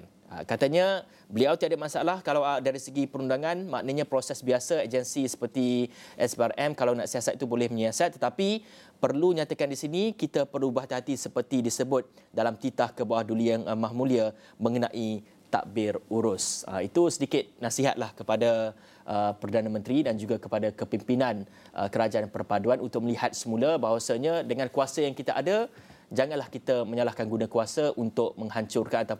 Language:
Malay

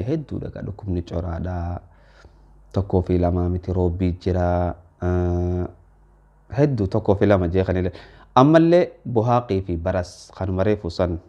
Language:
Oromo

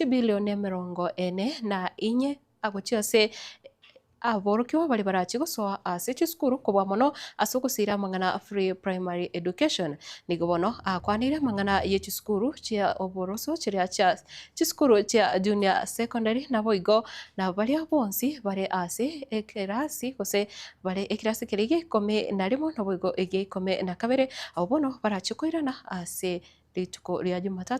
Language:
Gusii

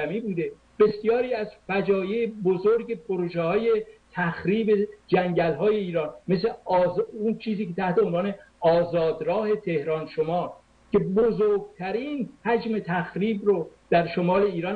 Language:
Persian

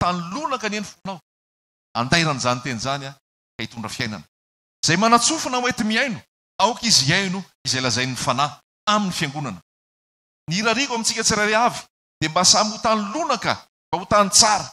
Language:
Malagasy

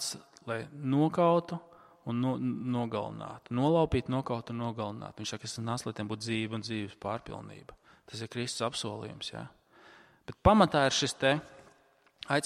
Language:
Latvian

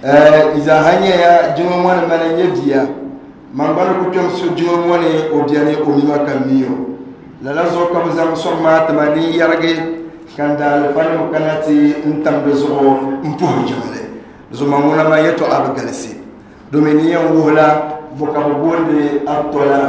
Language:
Dagbani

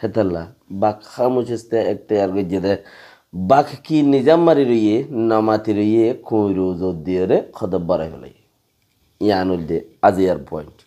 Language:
Rohingya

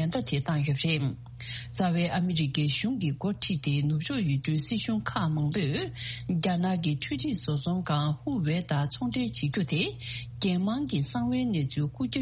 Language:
Tibetan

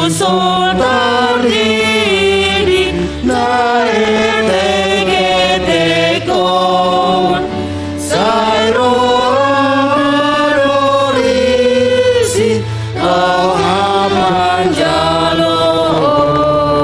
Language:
Batak Simalungun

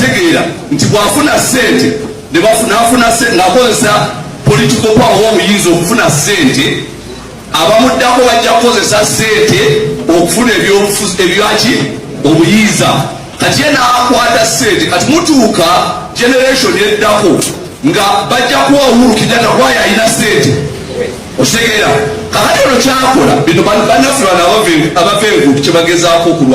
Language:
Ganda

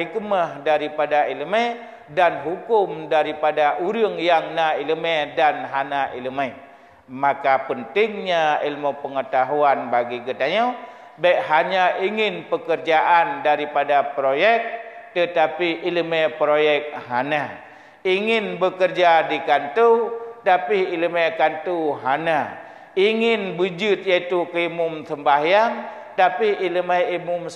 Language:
Achinese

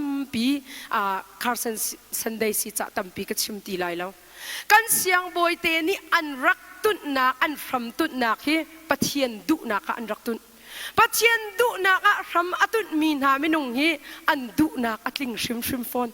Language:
Hakha Chin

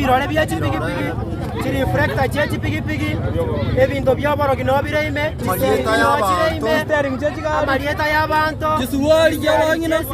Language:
Gusii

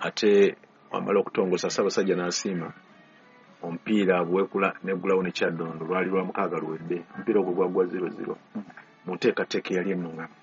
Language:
Ganda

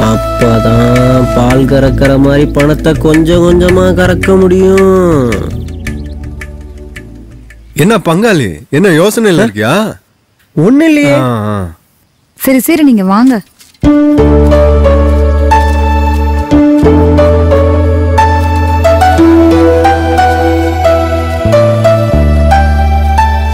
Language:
Tamil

